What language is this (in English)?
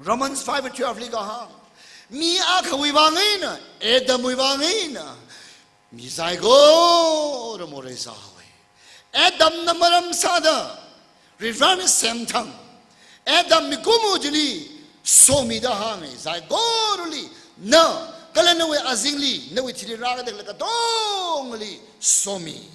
Tangkhul Naga (India)